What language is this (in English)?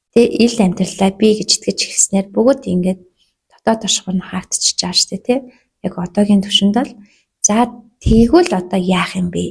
Mongolian